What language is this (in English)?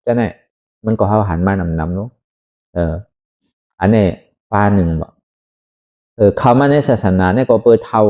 Shan